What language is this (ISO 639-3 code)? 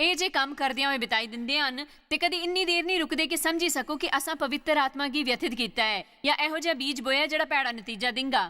doi